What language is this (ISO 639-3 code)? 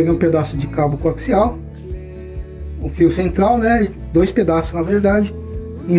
por